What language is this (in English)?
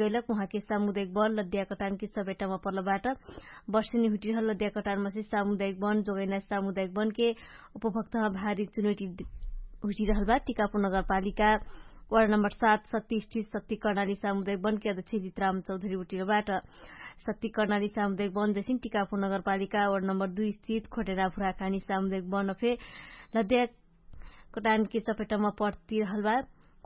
Dangaura Tharu